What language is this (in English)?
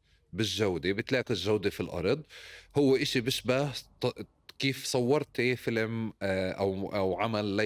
North Levantine Arabic